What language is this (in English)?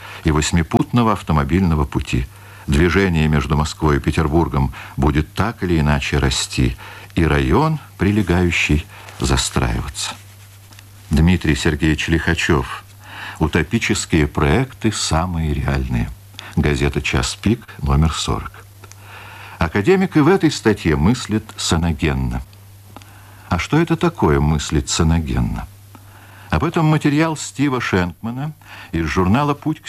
Russian